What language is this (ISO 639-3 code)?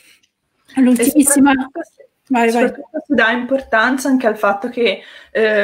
ita